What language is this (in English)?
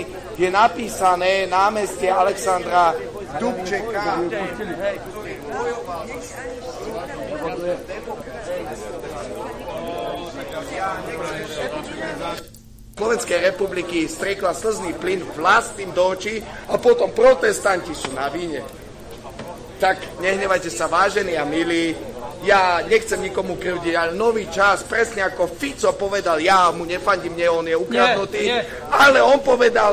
Slovak